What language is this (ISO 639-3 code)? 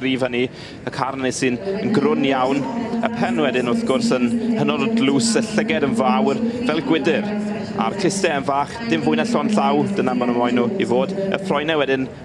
cym